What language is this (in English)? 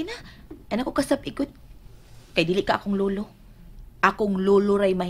Cebuano